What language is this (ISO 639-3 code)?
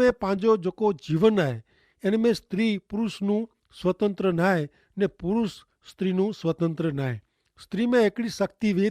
kfr